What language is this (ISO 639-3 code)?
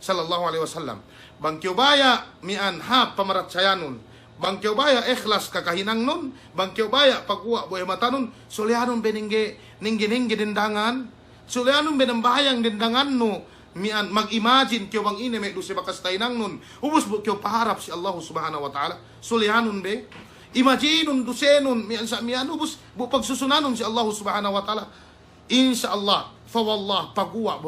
yka